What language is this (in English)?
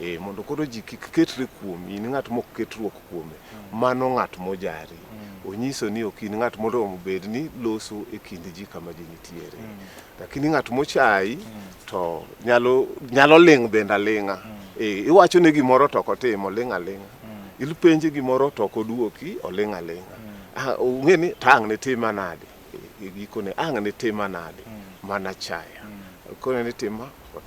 Luo (Kenya and Tanzania)